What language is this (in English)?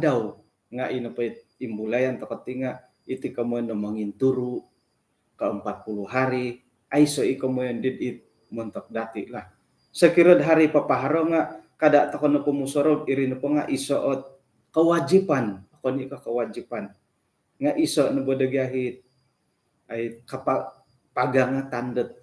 Central Dusun